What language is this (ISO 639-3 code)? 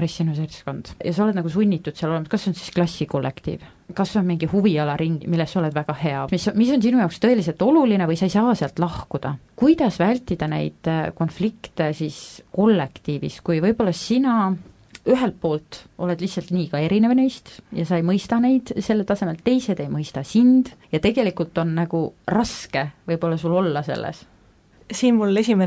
est